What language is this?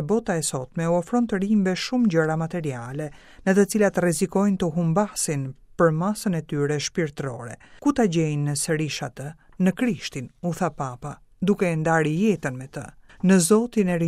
Albanian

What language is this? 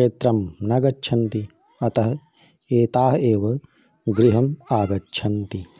Sanskrit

